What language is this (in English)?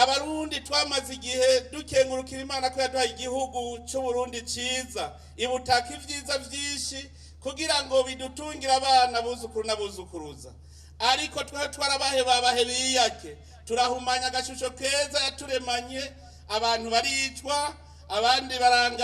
Rundi